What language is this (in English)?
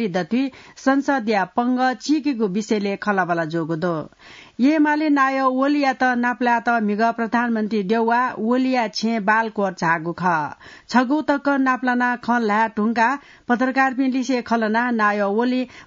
Newari